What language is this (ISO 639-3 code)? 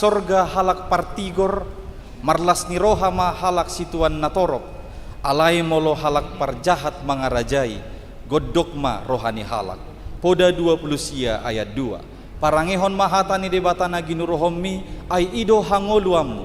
bbc